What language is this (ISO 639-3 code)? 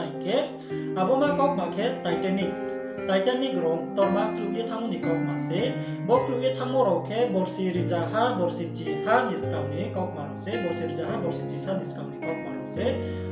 ria